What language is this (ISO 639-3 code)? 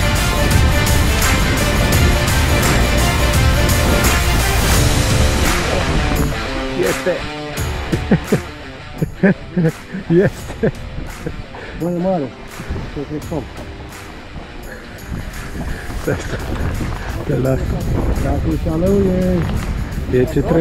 ron